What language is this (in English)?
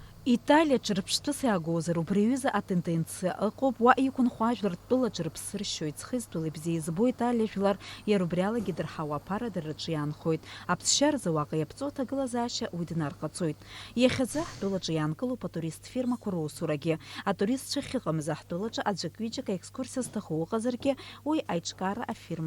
Abkhazian